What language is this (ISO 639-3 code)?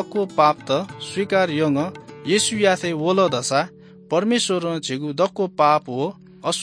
new